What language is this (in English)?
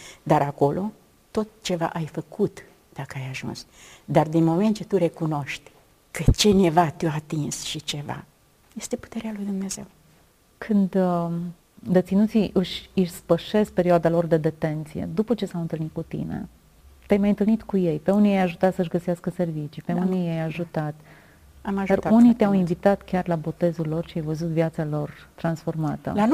Romanian